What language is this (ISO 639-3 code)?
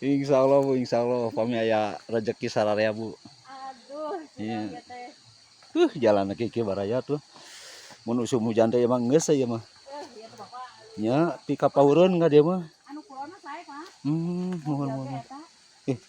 sun